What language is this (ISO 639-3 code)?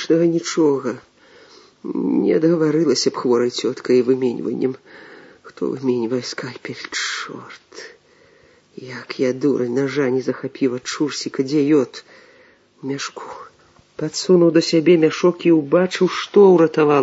bel